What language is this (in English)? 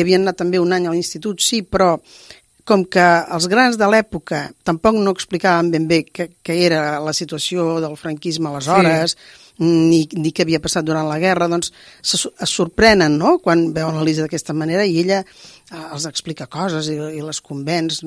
Catalan